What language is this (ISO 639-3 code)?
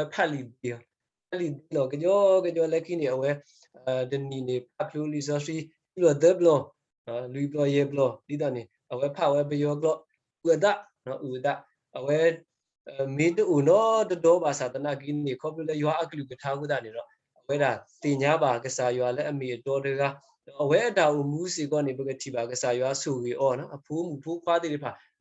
ksw